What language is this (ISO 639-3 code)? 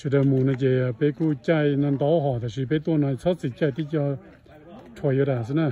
hmn